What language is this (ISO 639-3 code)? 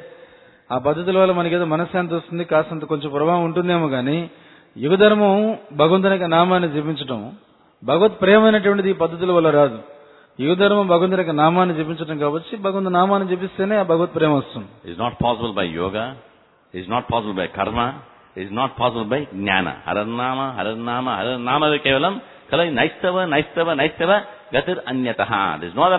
tel